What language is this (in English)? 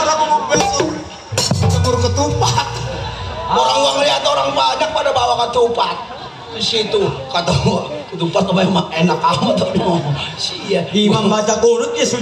Betawi